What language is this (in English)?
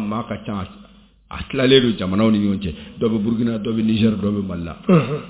Bambara